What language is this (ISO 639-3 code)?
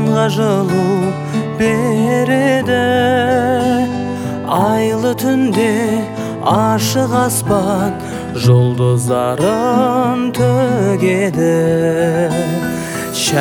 kaz